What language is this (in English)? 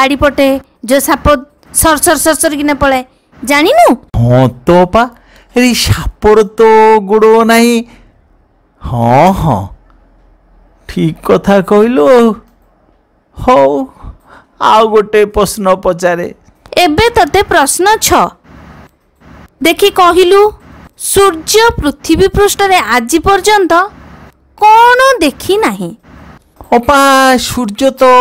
Odia